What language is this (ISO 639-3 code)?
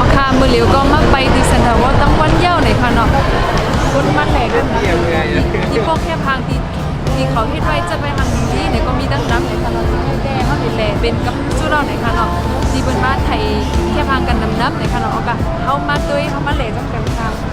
shn